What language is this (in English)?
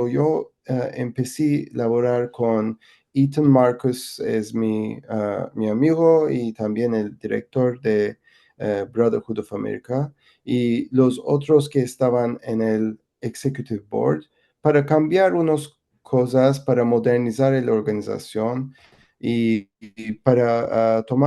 Ladino